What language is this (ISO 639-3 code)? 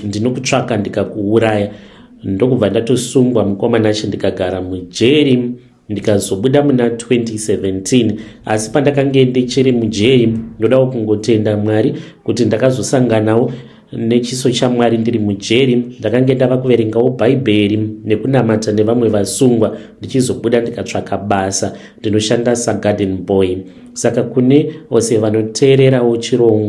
sna